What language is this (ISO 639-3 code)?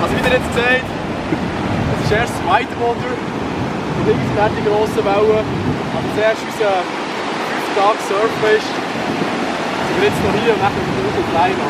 gsw